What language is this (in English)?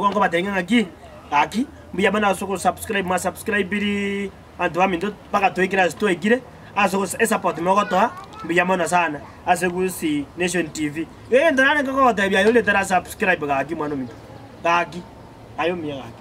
Gusii